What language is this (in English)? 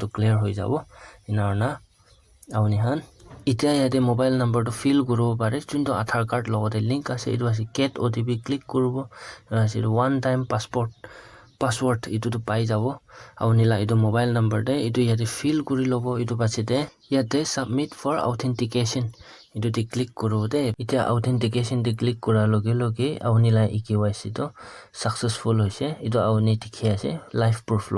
Naga Pidgin